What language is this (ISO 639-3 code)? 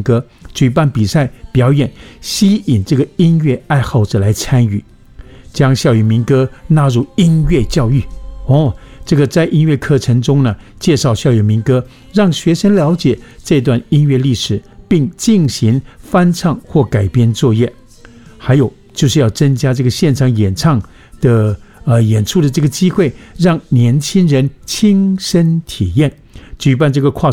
zho